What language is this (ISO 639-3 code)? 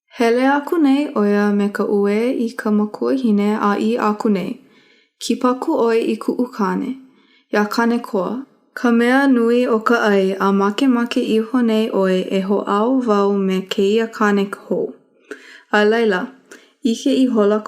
haw